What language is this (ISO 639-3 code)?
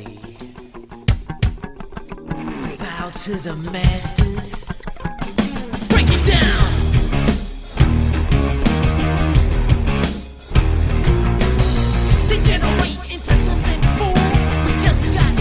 eng